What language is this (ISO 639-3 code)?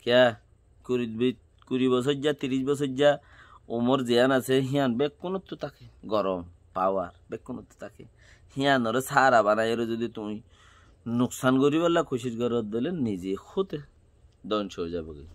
rhg